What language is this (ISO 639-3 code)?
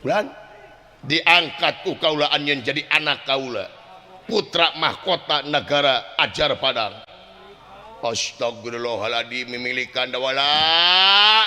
sun